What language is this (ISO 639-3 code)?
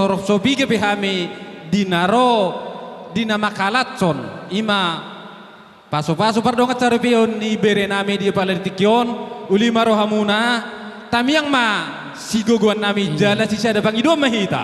bbc